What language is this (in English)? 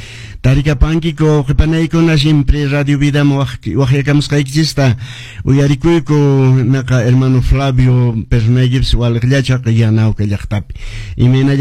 Quechua